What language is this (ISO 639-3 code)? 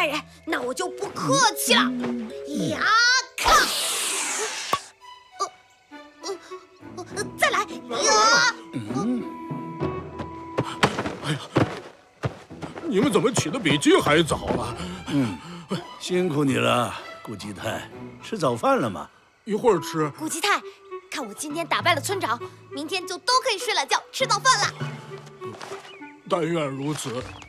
zho